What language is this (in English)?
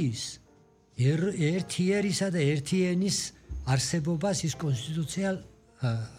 Georgian